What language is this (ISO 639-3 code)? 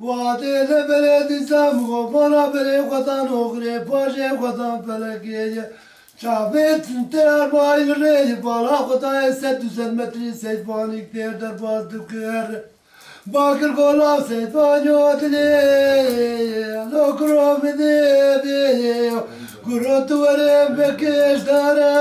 kur